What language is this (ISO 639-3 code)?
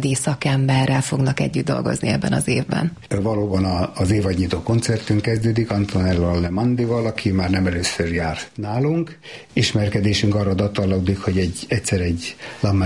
hun